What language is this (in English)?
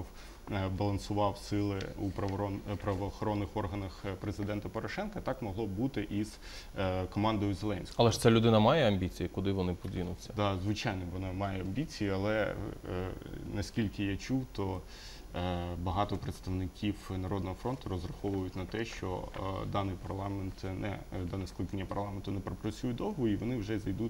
Ukrainian